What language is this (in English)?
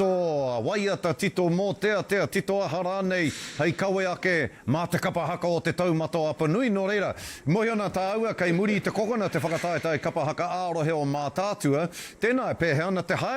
Māori